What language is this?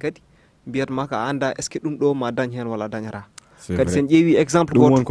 Fula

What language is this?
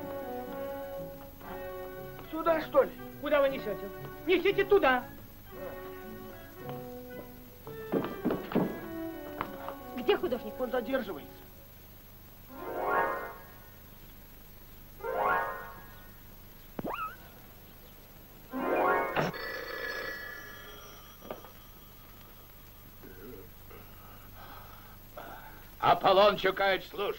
Russian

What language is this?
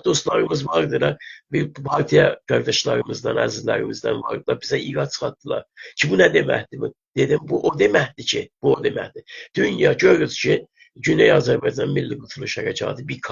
South Azerbaijani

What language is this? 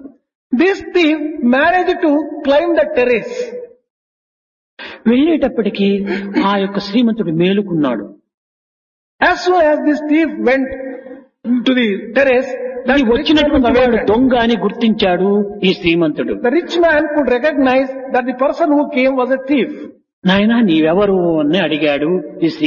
Telugu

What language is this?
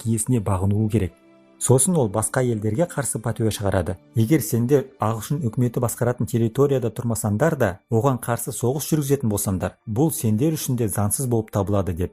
Kazakh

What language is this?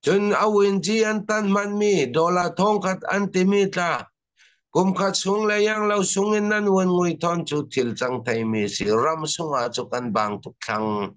Falam Chin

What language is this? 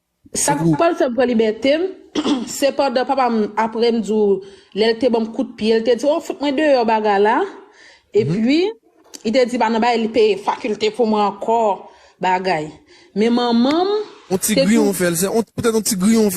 Haitian Creole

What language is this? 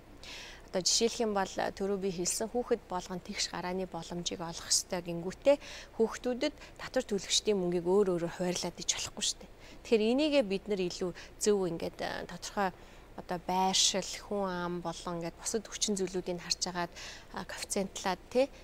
Mongolian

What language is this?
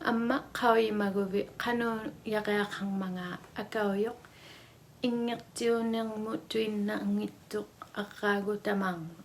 Inuktitut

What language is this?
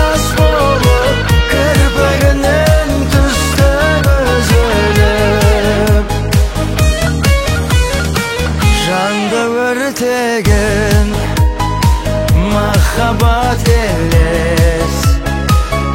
Kazakh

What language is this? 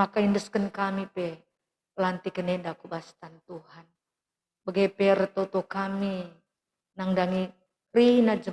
Batak Karo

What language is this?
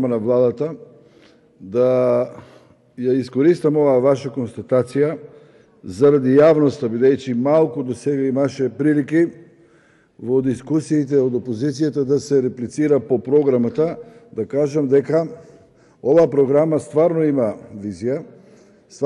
Macedonian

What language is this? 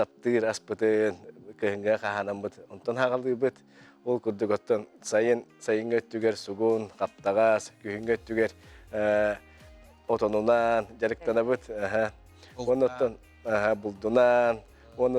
Yakut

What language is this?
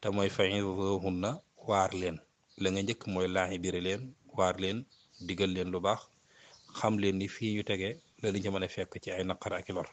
Wolof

